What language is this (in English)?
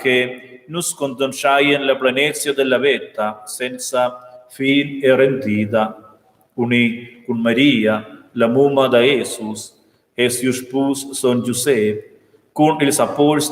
Romansh